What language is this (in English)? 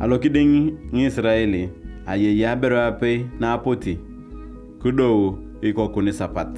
Turkana